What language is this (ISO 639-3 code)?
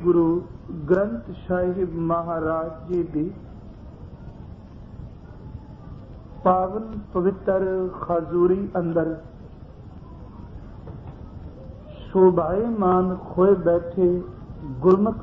pan